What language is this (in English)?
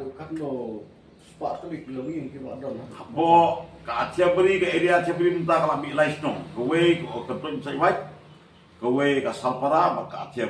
Khasi